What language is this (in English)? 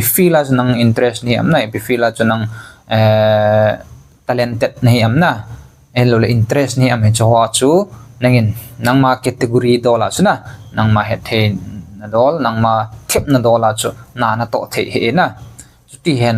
Thado Chin